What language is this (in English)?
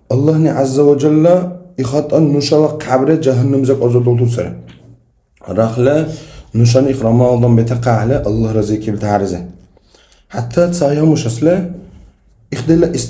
Dargwa